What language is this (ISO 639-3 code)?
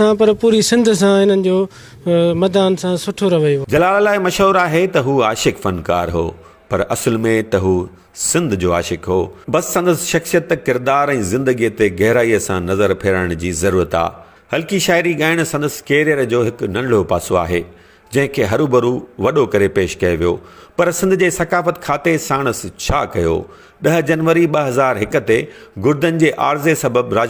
snd